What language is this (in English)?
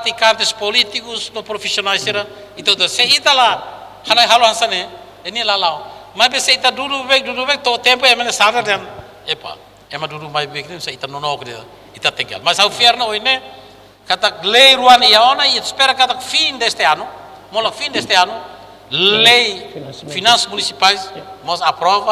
Tetum